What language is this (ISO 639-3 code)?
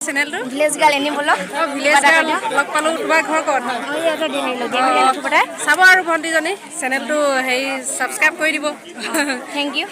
asm